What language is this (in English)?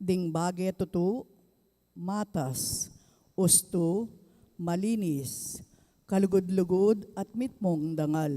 Pampanga